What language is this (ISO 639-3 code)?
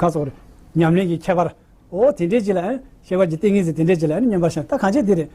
bod